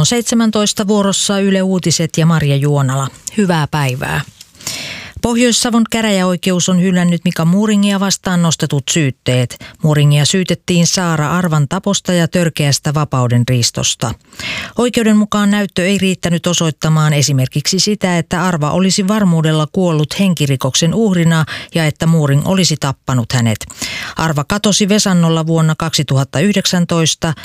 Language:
Finnish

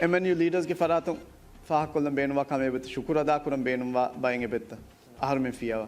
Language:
Divehi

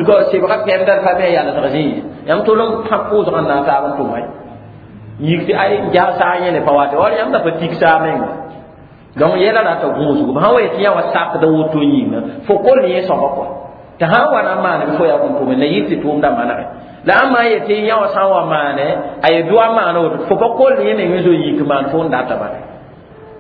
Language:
Mossi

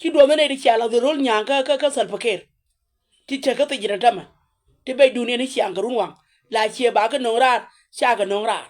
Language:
Nuer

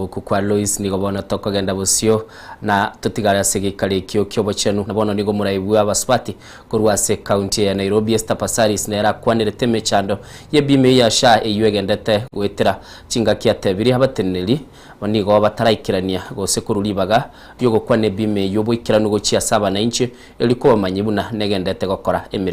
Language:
Gusii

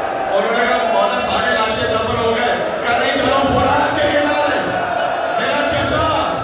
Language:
Urdu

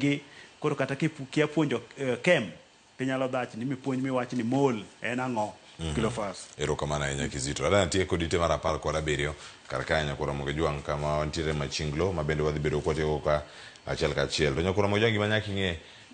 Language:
Luo (Kenya and Tanzania)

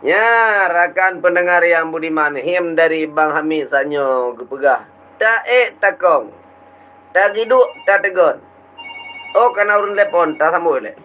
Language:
Achinese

